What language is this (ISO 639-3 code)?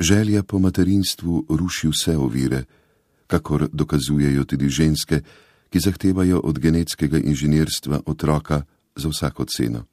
slv